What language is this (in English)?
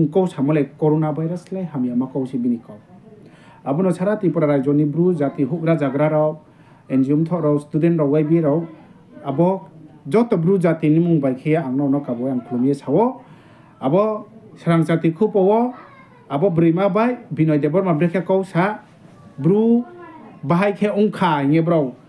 Riang (India)